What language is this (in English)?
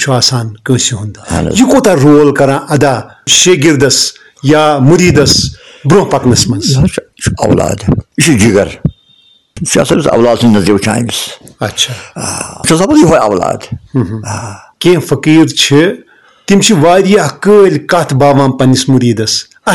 Kashmiri